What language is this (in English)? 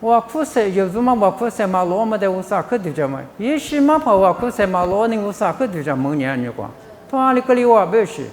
Lisu